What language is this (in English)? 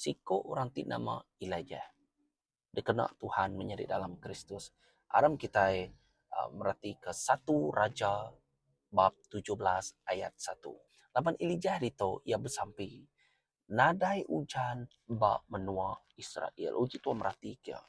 Iban